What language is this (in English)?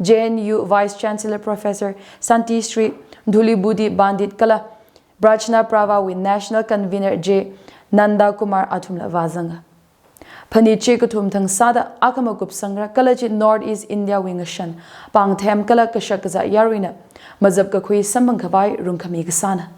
Tangkhul Naga (India)